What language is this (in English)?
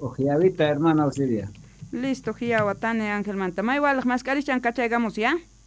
South Bolivian Quechua